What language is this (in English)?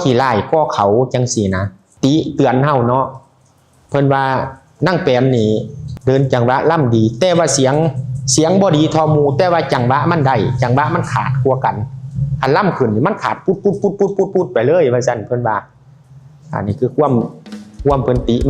Northeastern Thai